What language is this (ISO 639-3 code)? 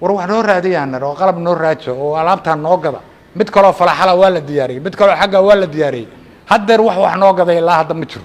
som